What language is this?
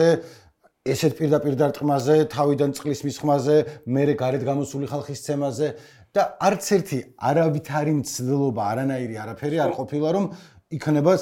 Georgian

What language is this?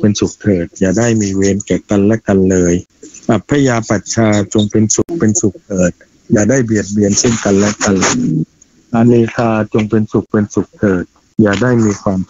Thai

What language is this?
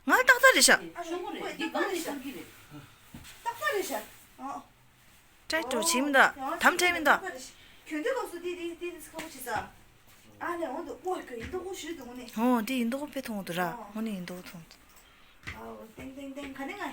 Tibetan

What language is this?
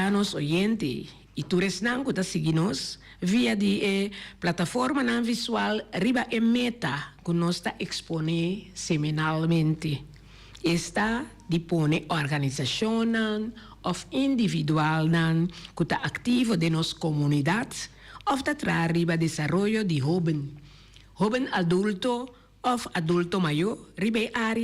Papiamento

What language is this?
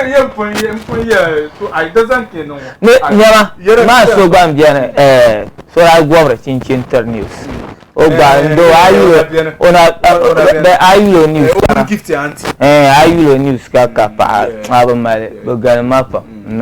Dagbani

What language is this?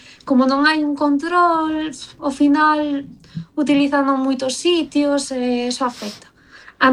Galician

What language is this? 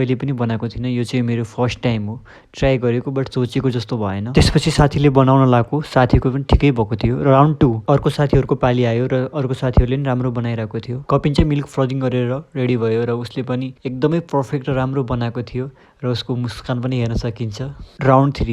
Nepali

